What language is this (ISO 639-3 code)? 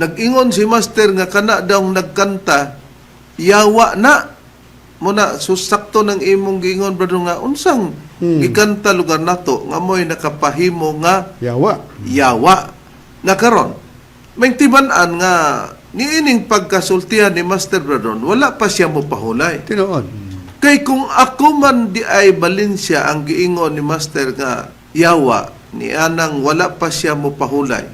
ceb